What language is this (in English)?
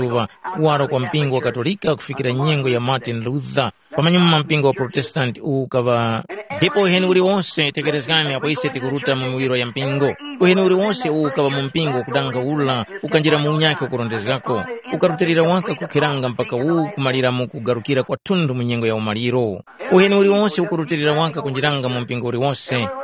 Tumbuka